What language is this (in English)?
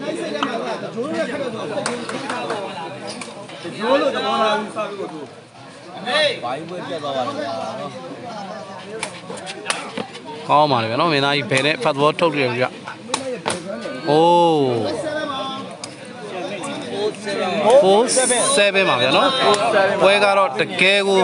Burmese